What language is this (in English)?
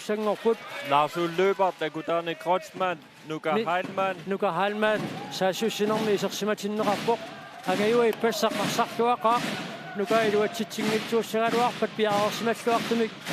Kalaallisut